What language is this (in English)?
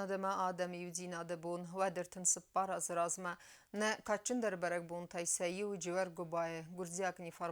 Ossetic